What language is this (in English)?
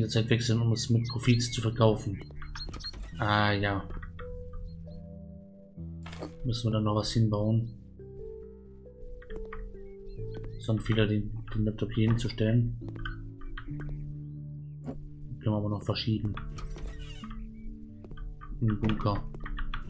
German